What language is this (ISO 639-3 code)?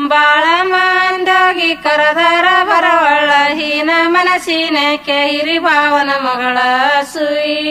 kan